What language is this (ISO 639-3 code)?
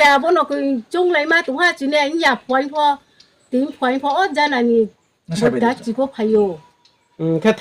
ria